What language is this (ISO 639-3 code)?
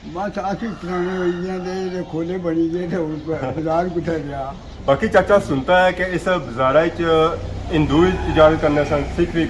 phr